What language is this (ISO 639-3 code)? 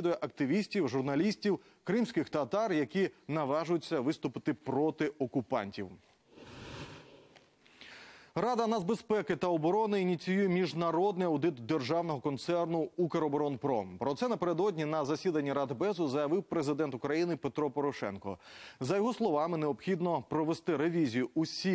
ukr